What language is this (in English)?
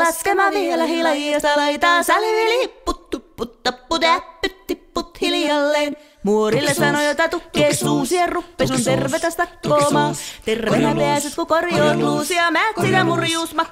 Finnish